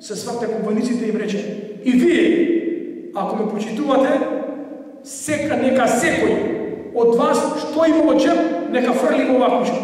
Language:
Macedonian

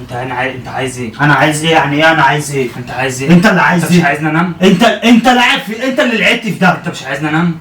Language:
Egyptian Arabic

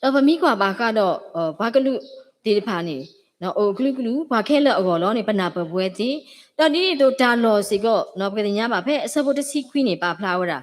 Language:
S'gaw Karen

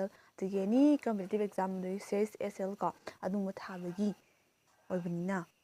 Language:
Manipuri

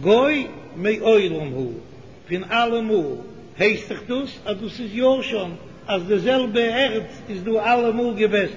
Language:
Yiddish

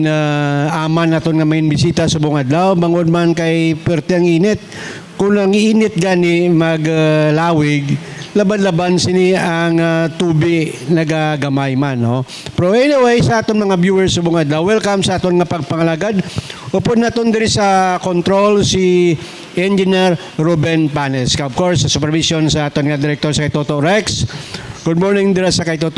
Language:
Hiligaynon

